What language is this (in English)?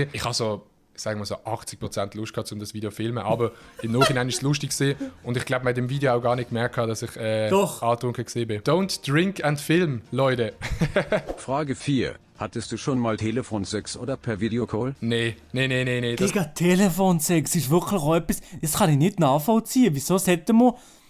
Swiss German